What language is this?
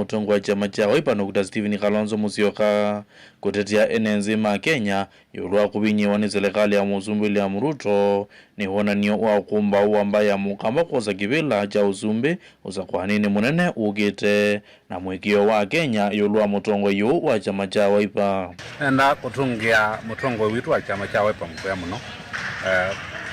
Kamba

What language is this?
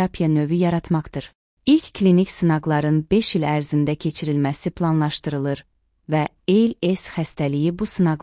Azerbaijani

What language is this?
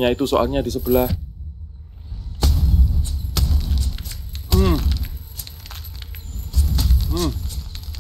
Indonesian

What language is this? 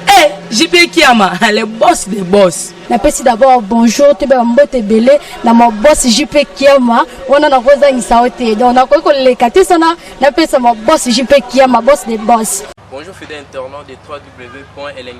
Lingala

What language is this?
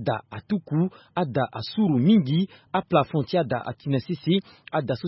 Sango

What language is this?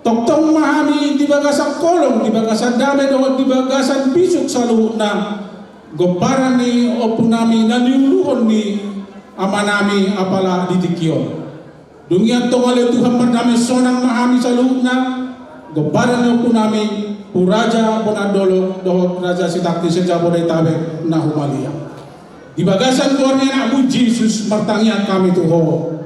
Batak Toba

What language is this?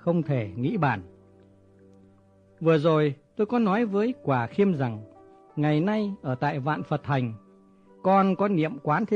Vietnamese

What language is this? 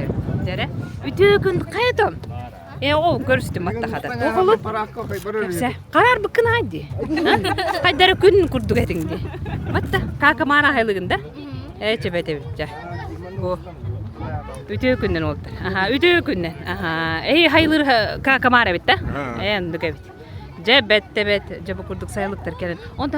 Yakut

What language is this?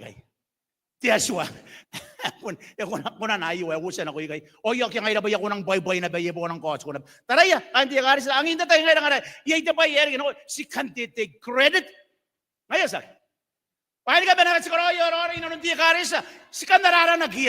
Gilbertese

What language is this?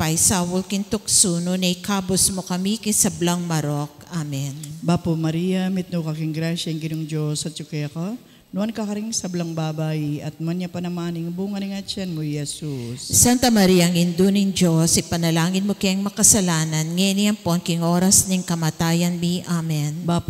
Pampanga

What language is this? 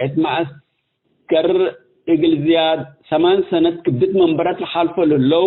Tigre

